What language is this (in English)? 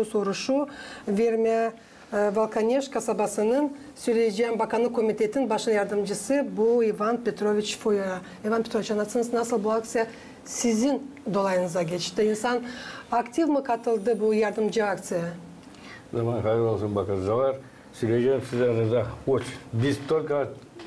Gagauz